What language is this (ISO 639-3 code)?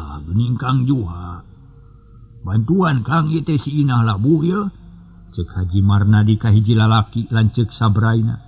sun